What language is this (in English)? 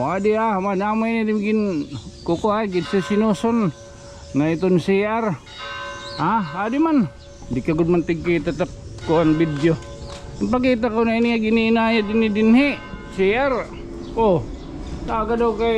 Waray